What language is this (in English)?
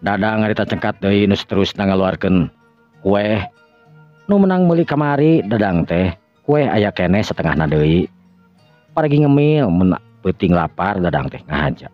Sundanese